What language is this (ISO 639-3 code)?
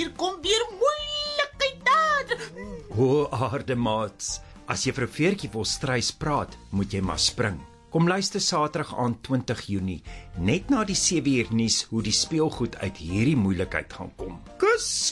afr